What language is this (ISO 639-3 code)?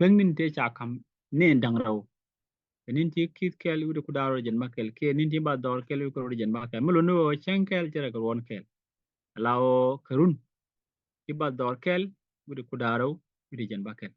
nus